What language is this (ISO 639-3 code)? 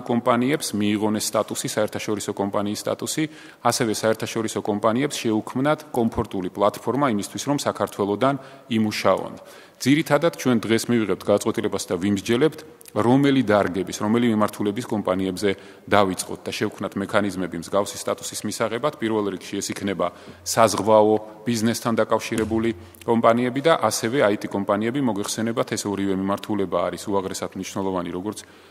kat